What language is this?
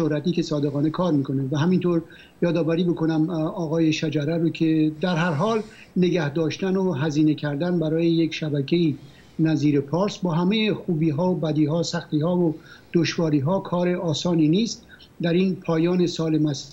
Persian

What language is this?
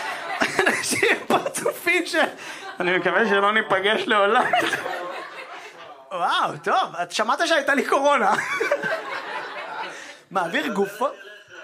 Hebrew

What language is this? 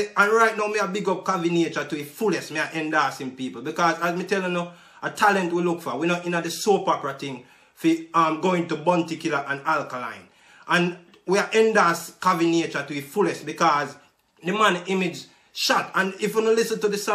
Jamaican Creole English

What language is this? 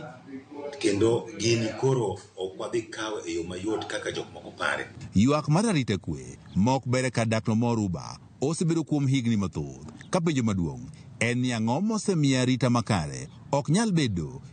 Luo (Kenya and Tanzania)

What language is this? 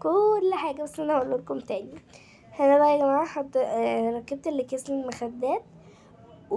Egyptian Arabic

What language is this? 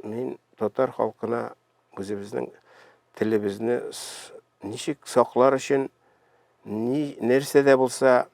Tatar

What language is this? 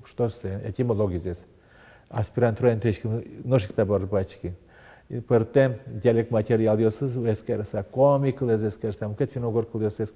Udmurt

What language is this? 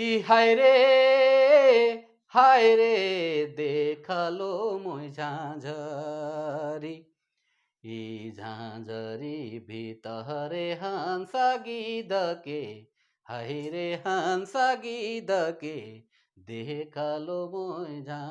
Sadri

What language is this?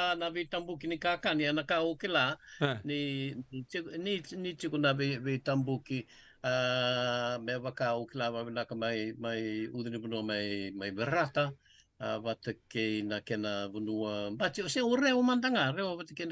Fijian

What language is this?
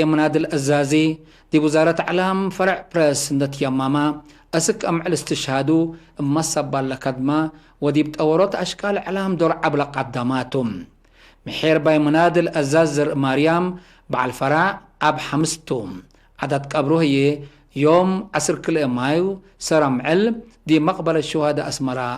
Tigre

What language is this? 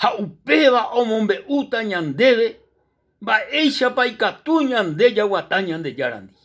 Guarani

